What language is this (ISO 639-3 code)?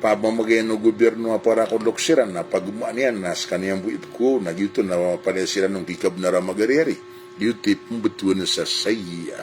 mrw